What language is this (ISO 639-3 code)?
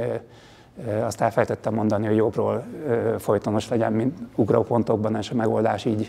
hun